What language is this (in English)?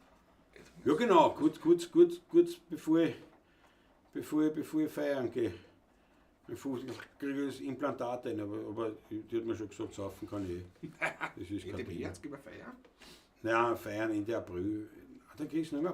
Bavarian